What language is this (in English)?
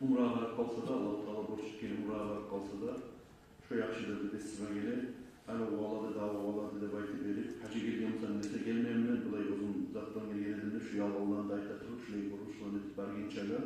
Kumyk